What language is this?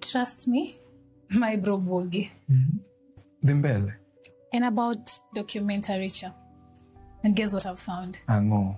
Luo (Kenya and Tanzania)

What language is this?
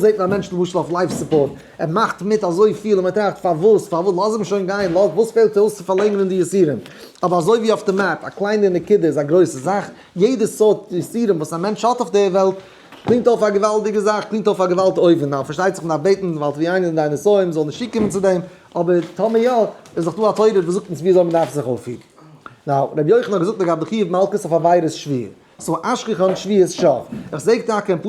Yiddish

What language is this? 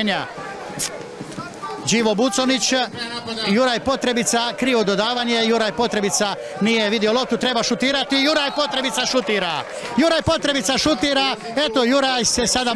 Croatian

